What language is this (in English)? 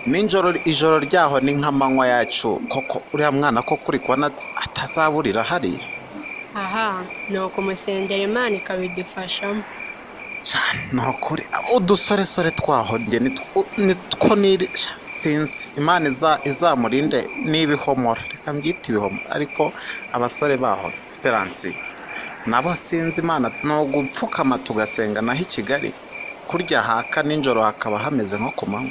Kinyarwanda